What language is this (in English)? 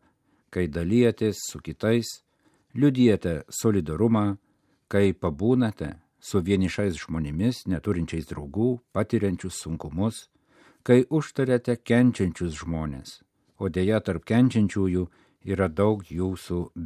Lithuanian